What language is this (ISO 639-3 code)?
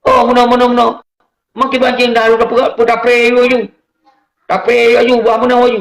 ace